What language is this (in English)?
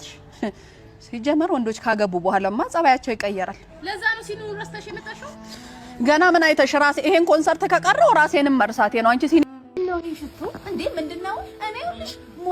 Amharic